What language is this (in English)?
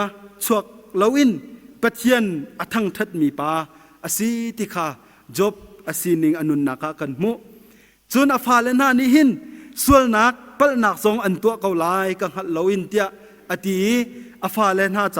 Hakha Chin